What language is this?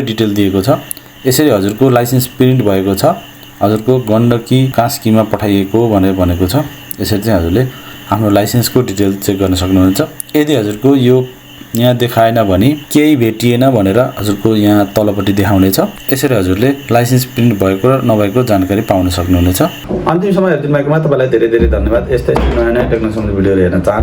Nepali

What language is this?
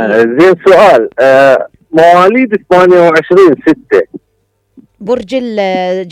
Mesopotamian Arabic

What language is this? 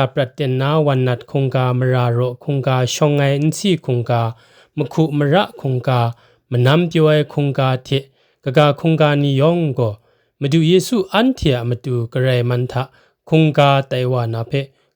Kachin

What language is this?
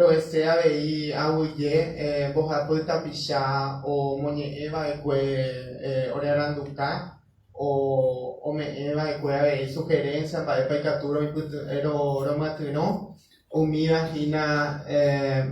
Guarani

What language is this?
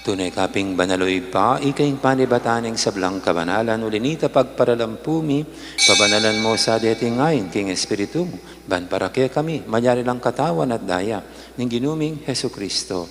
Pampanga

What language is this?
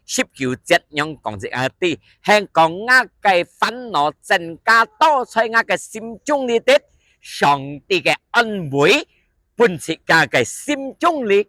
Hakka Chinese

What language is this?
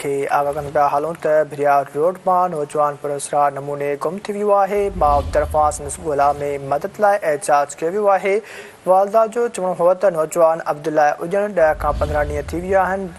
Sindhi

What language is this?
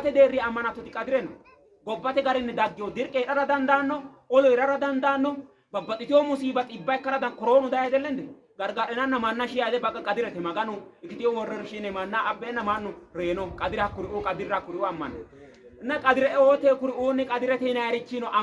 Sidamo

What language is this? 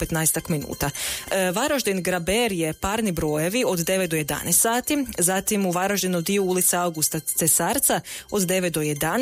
Croatian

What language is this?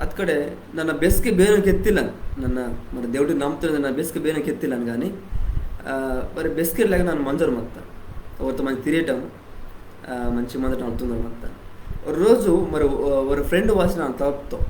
Koya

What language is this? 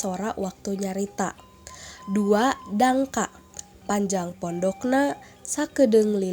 Sundanese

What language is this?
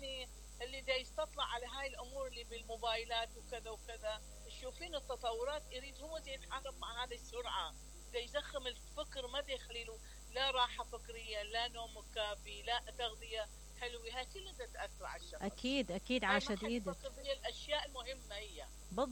Mesopotamian Arabic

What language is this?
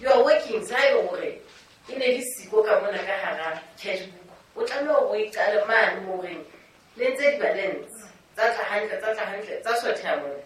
Southern Sotho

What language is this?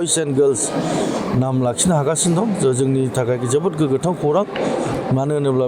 Bodo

